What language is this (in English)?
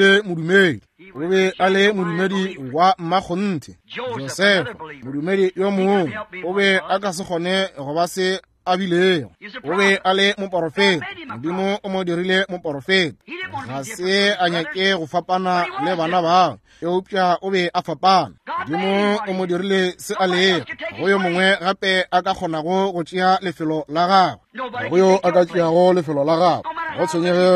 Northern Sotho